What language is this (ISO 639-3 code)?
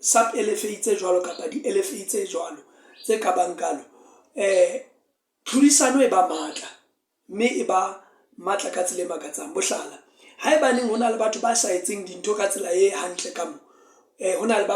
sot